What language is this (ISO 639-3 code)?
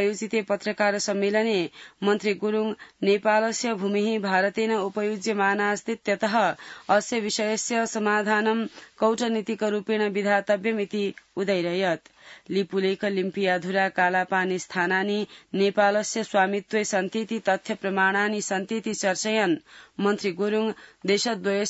san